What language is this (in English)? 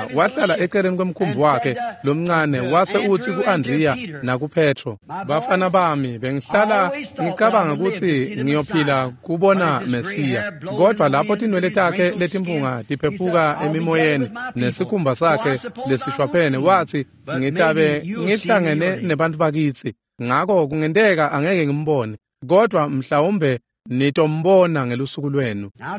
Swati